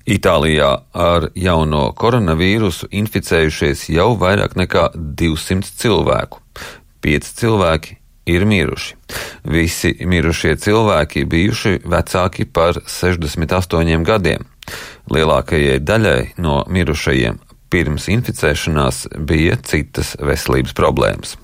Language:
Latvian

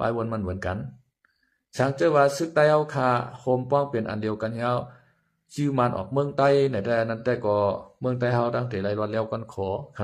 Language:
Shan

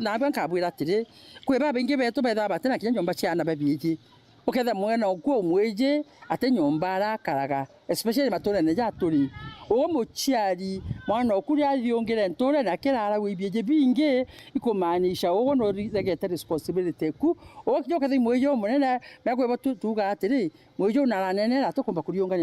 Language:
Meru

